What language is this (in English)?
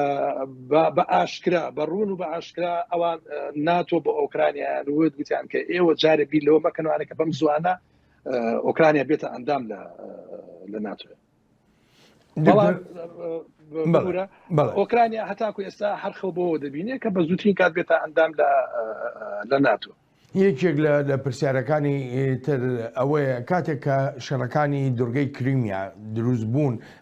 Central Kurdish